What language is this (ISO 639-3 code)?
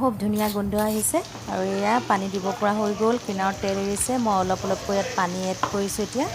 asm